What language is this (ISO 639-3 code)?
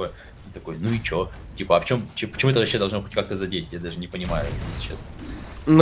rus